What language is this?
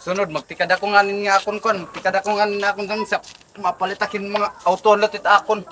Waray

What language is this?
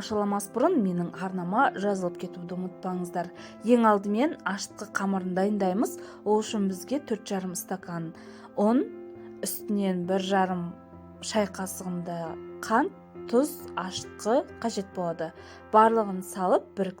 Kazakh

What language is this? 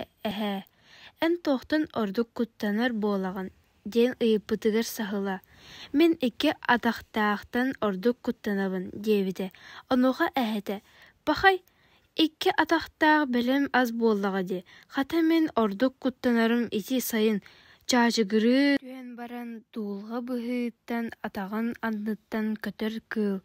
Yakut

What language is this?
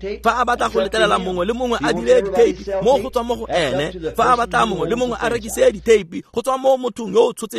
Tswana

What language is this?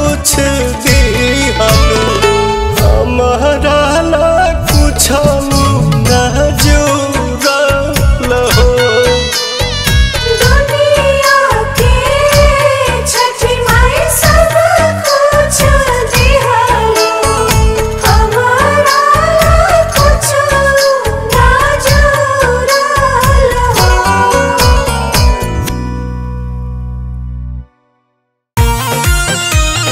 Bhojpuri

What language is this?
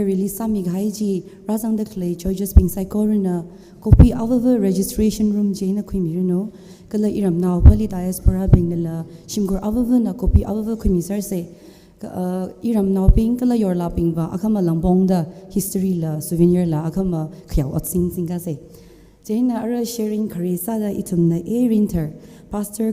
Tangkhul Naga (India)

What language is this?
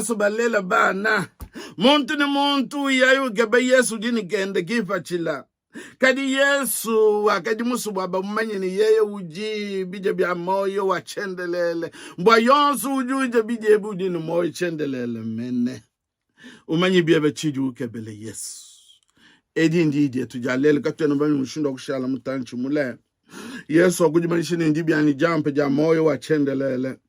Luba-Lulua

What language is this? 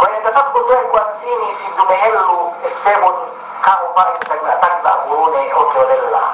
Yakan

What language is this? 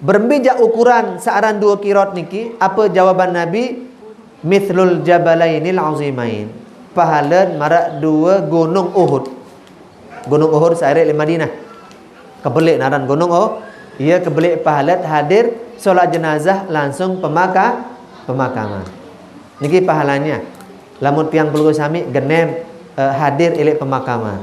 Sasak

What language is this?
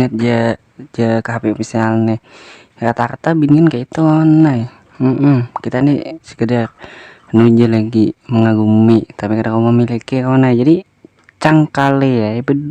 Banjar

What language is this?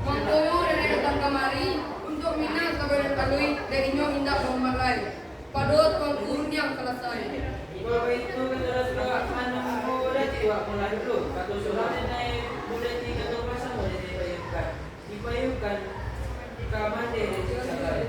Minangkabau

